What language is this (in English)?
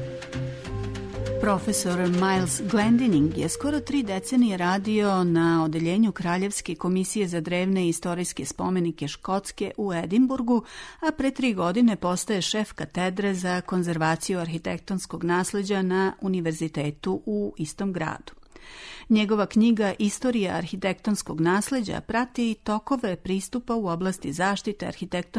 Serbian